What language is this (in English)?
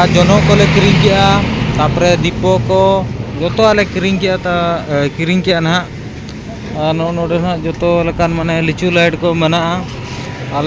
Santali